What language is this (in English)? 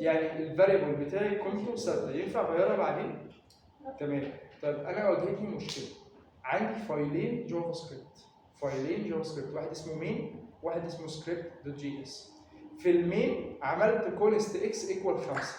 Egyptian Arabic